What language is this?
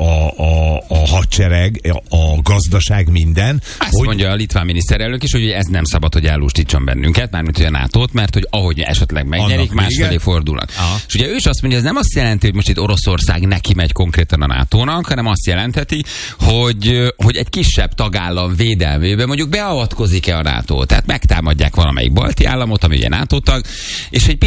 Hungarian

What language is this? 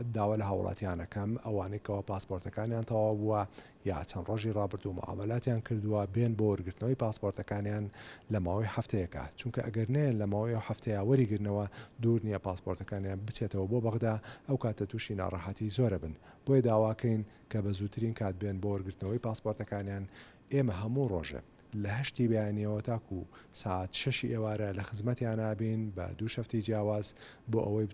Central Kurdish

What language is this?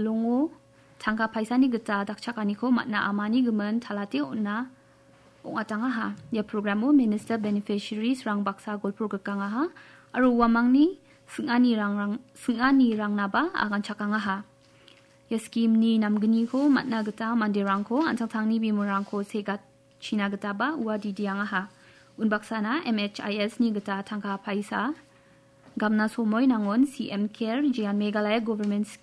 Garo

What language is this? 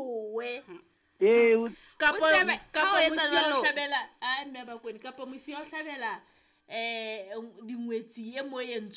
Southern Sotho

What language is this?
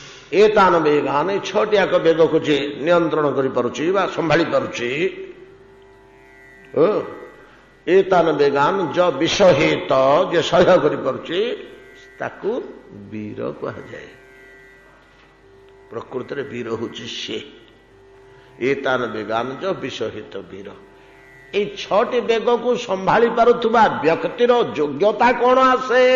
Odia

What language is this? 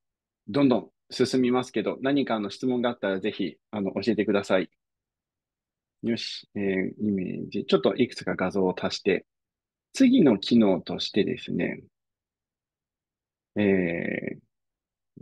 Japanese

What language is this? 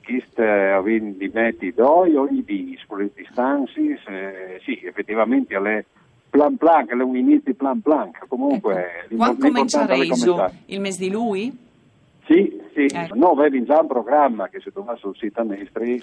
Friulian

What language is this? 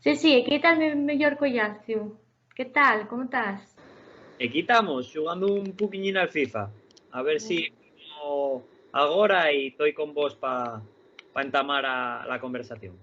Asturian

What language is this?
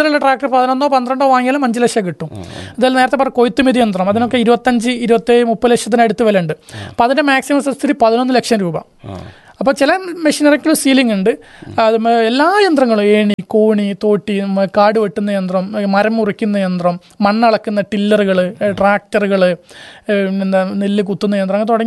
Malayalam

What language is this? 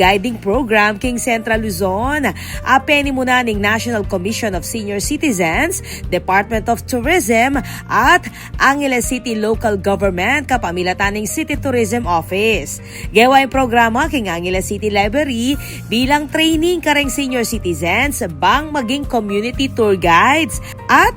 Pampanga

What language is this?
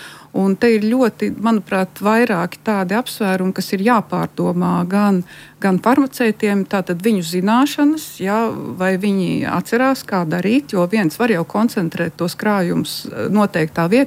Latvian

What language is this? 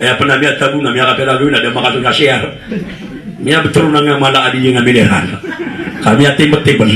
Maranao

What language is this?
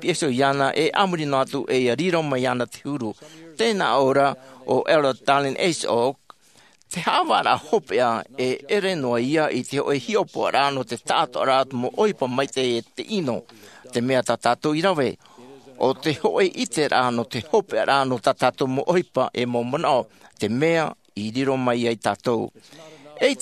Tahitian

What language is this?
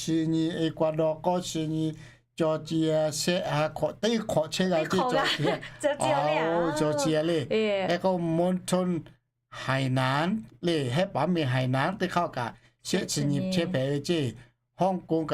Lahu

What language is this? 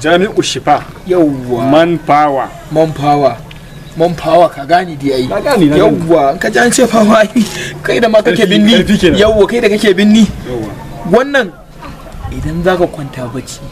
Hausa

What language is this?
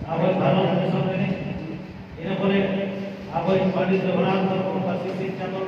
Santali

